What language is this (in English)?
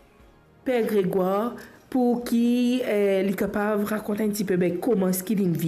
Morisyen